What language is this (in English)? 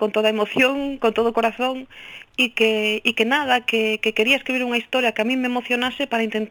Galician